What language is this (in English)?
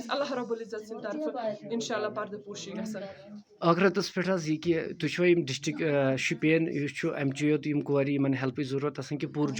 Kashmiri